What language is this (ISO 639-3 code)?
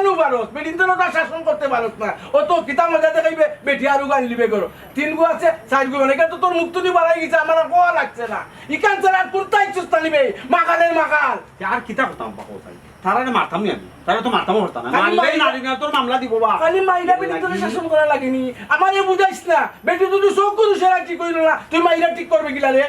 syl